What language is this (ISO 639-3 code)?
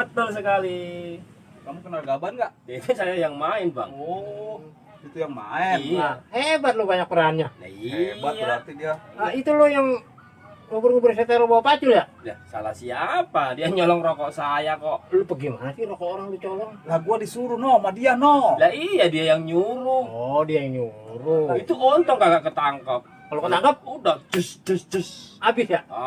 bew